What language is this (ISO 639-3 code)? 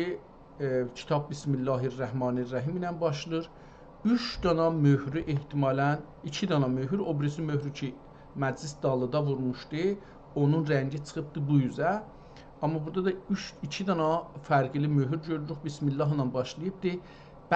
azb